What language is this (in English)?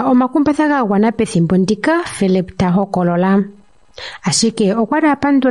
Kuanyama